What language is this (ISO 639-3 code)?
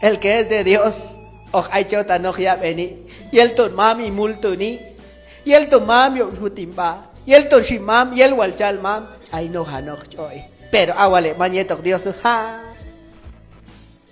kjb